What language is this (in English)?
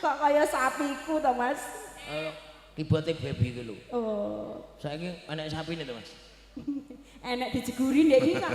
Javanese